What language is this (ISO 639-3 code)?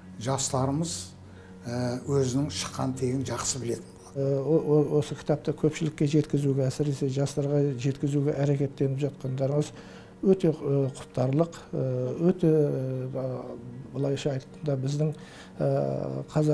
kaz